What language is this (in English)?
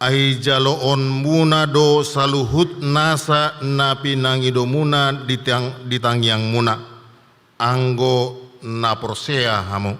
Batak Toba